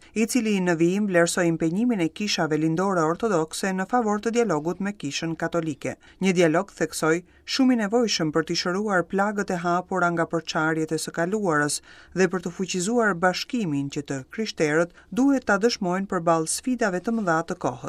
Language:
Albanian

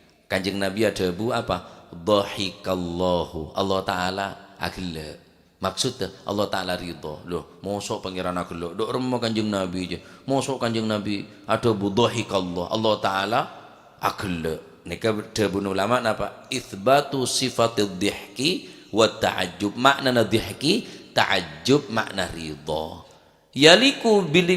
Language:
Madurese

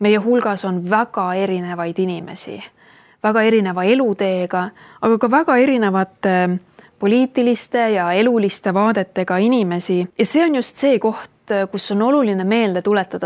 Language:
Estonian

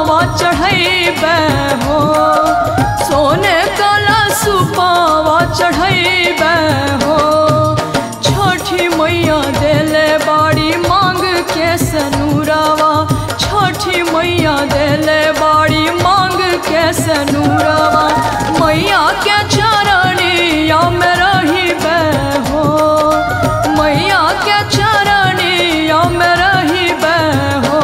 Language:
Bhojpuri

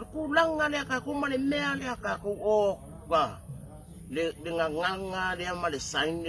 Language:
Samoan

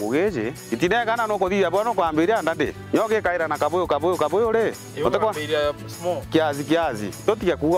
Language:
Meru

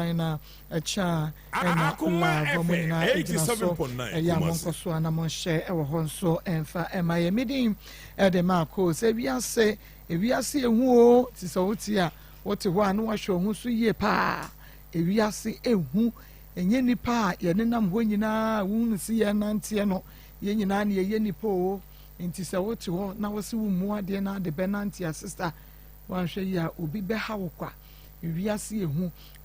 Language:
Akan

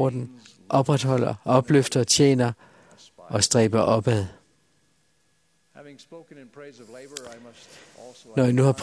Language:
Danish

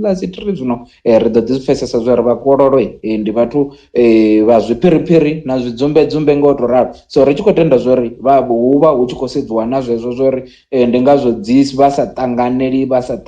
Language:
Venda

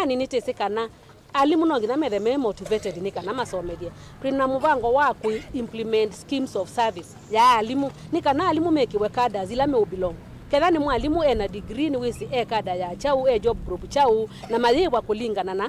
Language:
Kamba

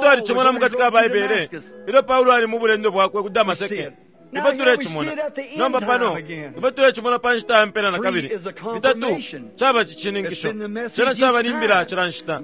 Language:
Bemba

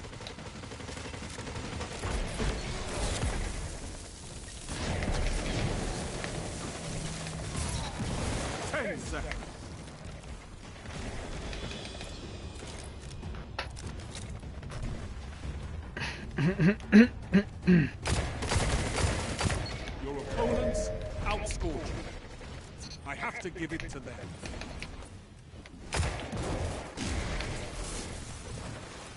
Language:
English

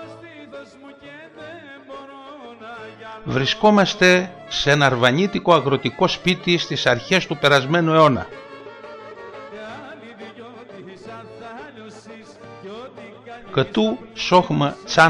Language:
Greek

